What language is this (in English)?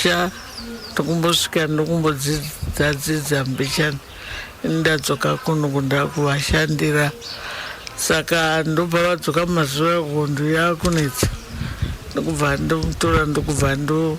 Shona